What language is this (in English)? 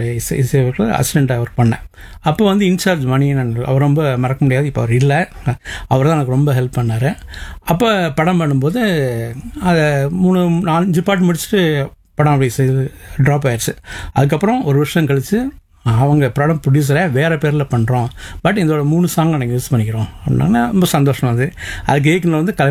Tamil